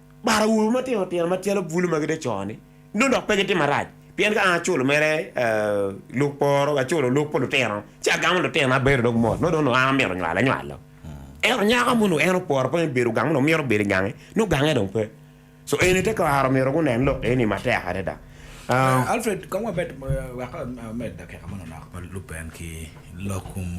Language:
Acoli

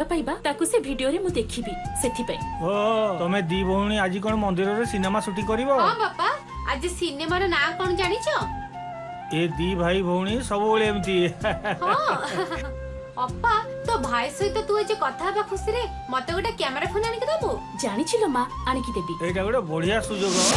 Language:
Odia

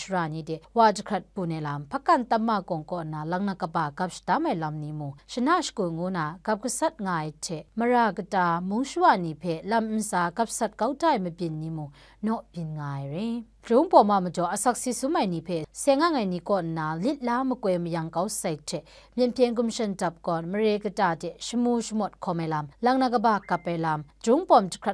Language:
Kachin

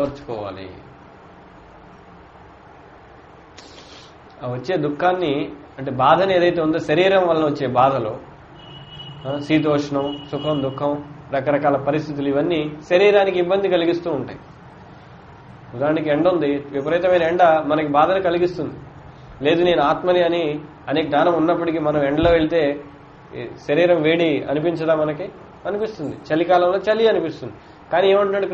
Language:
Telugu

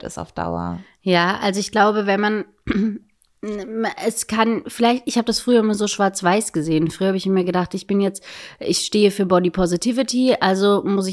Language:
German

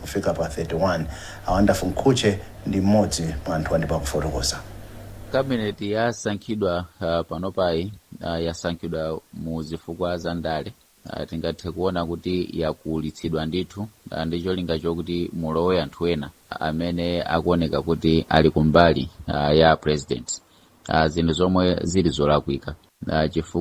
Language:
Nyanja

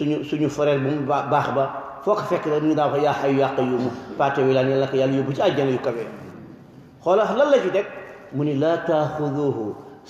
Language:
Wolof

